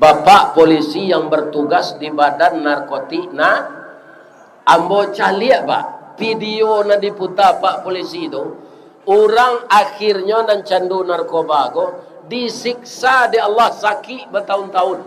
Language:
Minangkabau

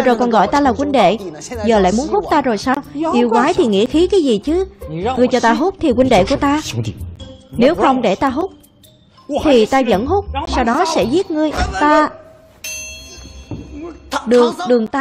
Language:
Vietnamese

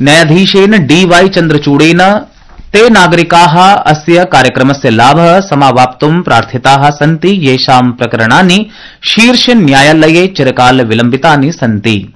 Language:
Sanskrit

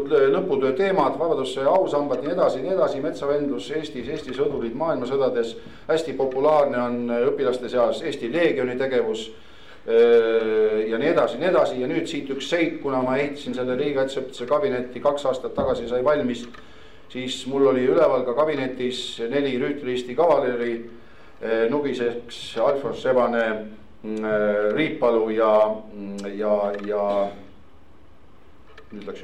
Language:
Estonian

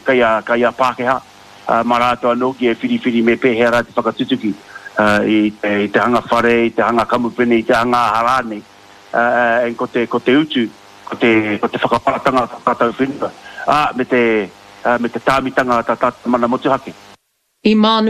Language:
Māori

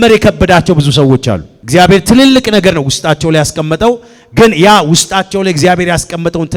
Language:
Amharic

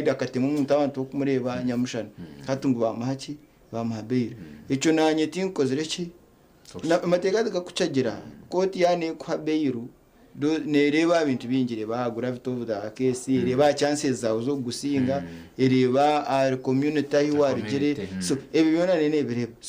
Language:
Nyankole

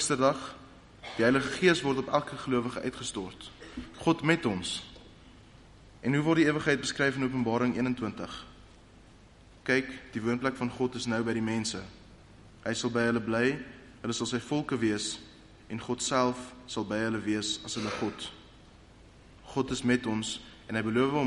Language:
Afrikaans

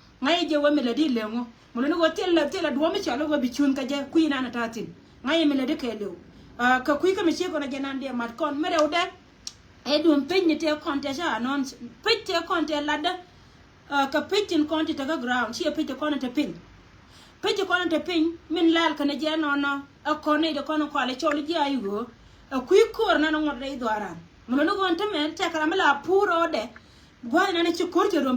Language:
Nuer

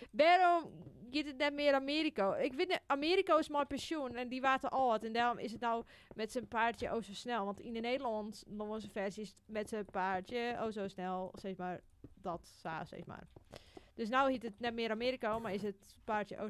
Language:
Western Frisian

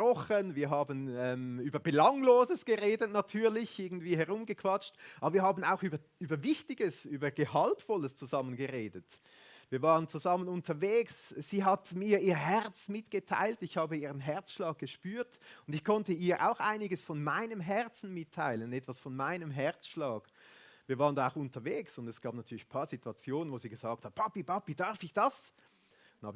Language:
Swiss German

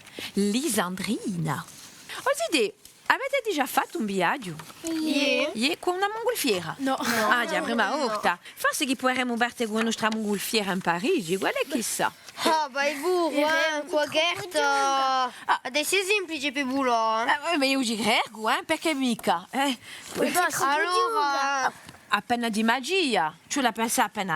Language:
Corsican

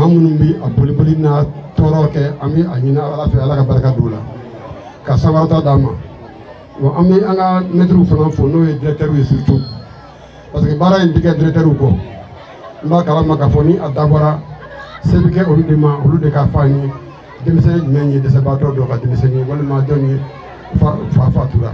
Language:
Bambara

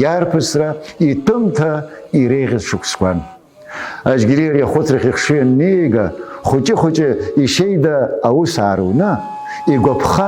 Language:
Abkhazian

